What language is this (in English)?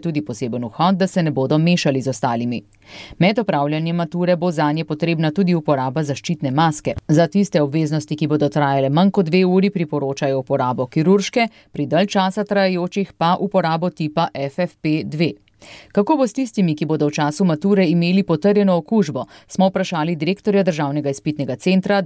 Slovenian